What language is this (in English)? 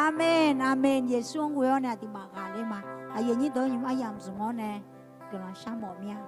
Akha